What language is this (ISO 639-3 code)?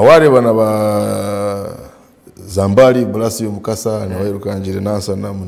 nyn